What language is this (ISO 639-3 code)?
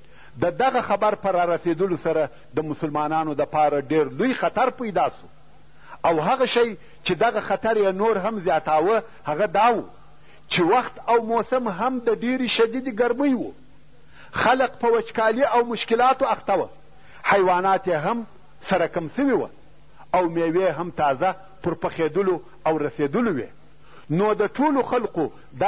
pus